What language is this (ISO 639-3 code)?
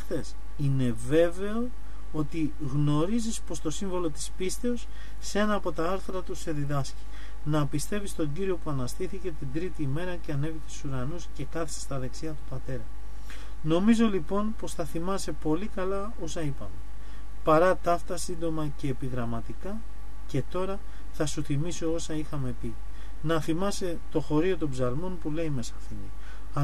ell